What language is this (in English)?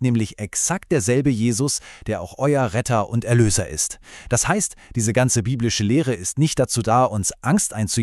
Swiss German